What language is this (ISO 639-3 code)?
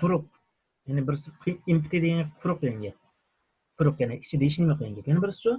uig